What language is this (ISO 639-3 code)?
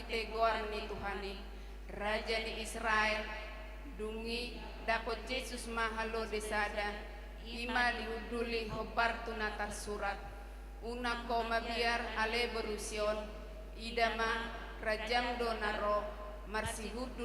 bbc